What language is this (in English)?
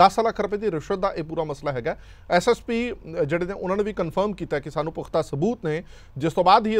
Punjabi